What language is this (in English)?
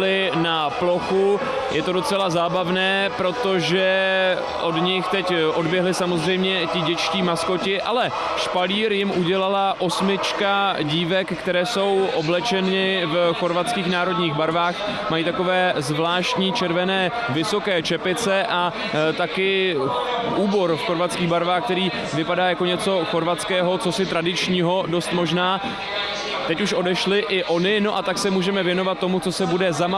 Czech